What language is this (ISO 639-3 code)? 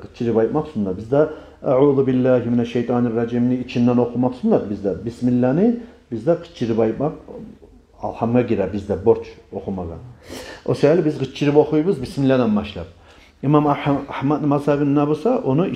kum